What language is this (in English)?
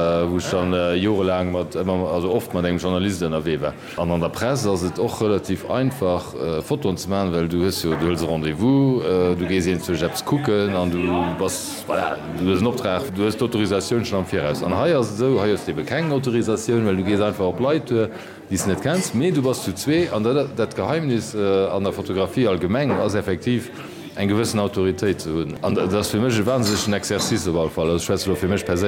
Luxembourgish